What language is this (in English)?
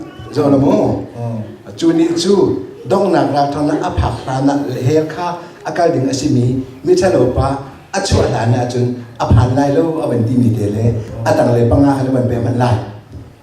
Hakha Chin